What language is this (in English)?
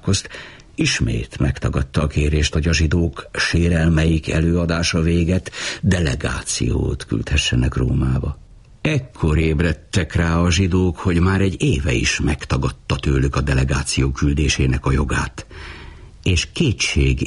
Hungarian